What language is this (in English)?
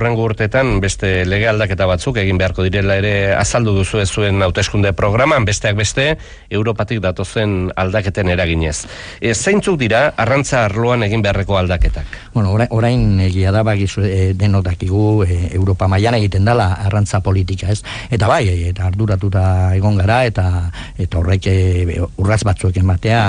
Basque